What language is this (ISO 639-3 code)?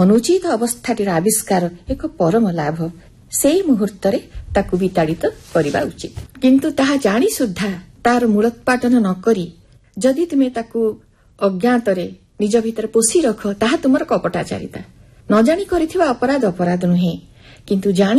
ori